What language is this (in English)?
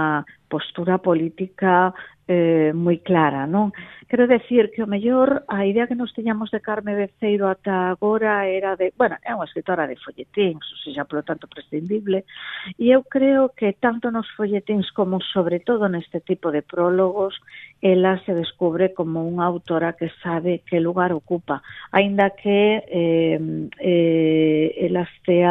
Galician